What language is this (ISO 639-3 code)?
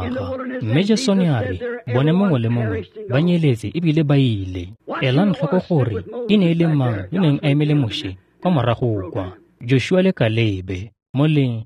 tsn